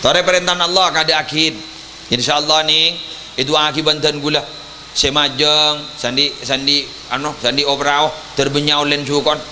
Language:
Madurese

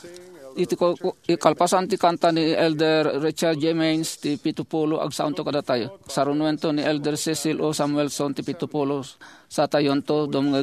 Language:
Iloko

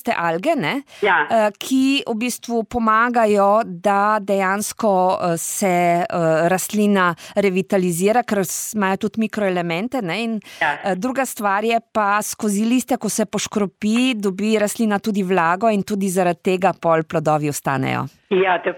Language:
Slovenian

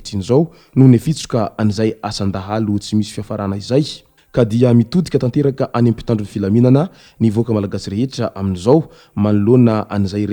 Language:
Malagasy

